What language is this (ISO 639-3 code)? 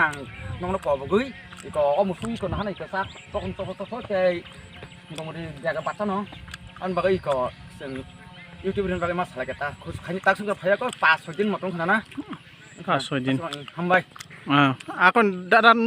trp